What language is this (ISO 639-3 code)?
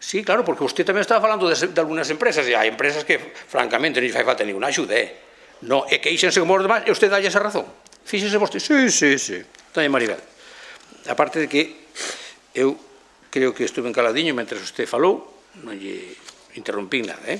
glg